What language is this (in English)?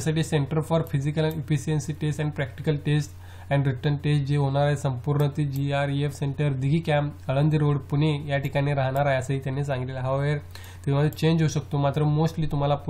Marathi